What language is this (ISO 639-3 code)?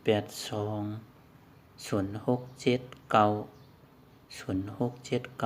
shn